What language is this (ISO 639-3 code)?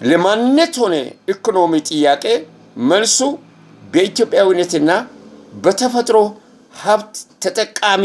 amh